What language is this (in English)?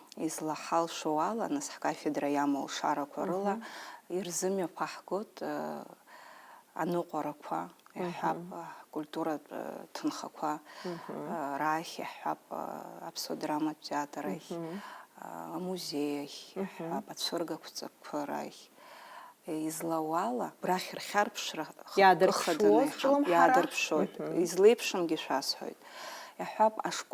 Abkhazian